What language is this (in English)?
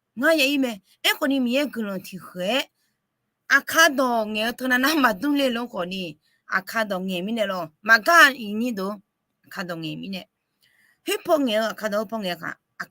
Akha